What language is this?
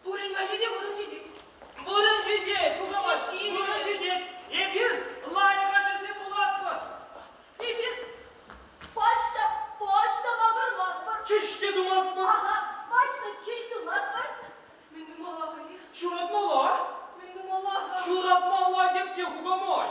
Chuvash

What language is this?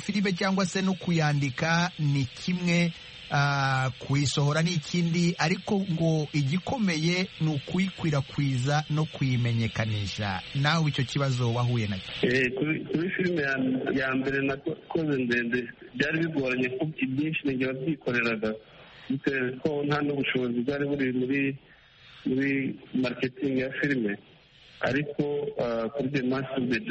Kinyarwanda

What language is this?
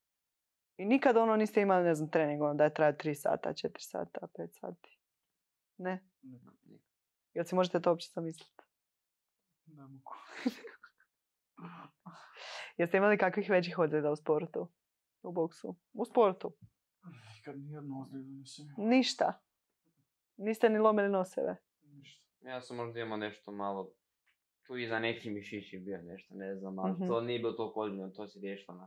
Croatian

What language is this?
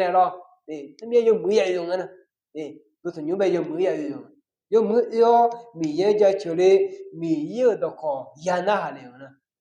Akha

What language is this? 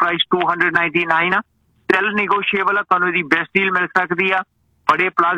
Punjabi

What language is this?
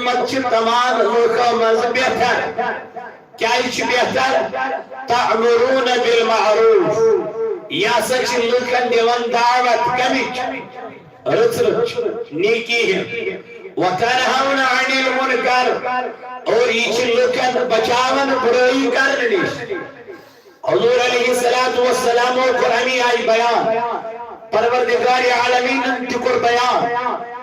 Kashmiri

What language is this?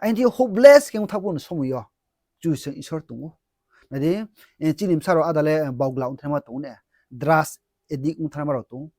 Riang (India)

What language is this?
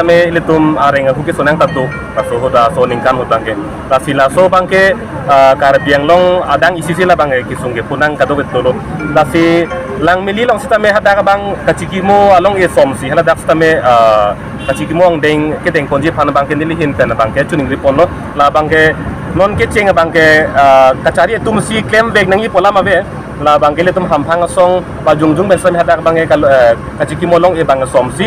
Karbi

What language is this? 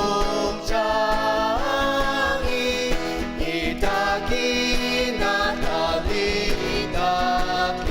Ao Naga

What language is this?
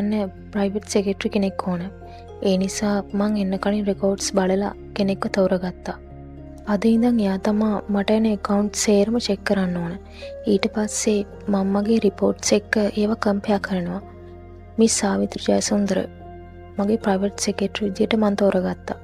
Sinhala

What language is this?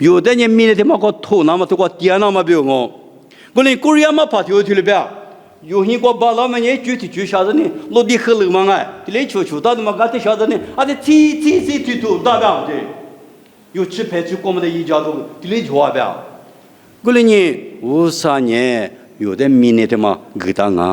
Lisu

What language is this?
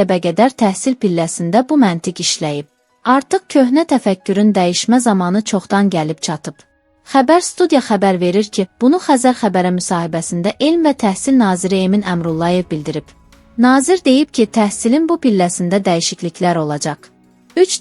Azerbaijani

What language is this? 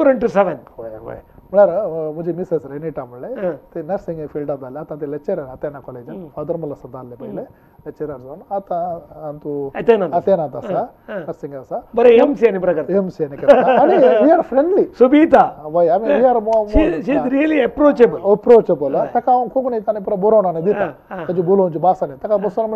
Konkani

